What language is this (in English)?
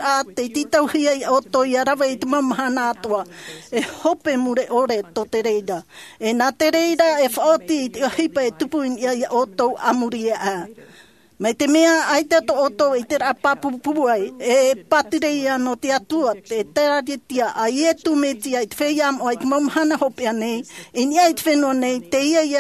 Tahitian